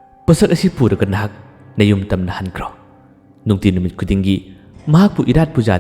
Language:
Manipuri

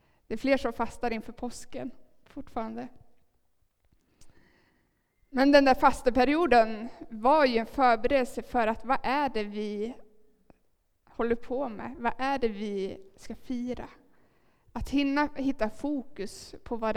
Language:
Swedish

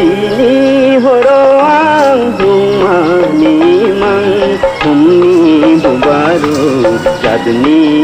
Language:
Kok Borok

